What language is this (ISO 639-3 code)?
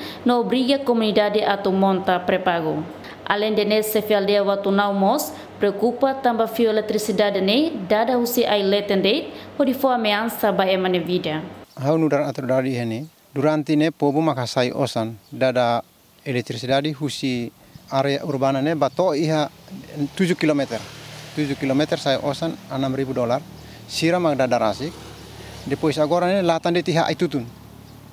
tet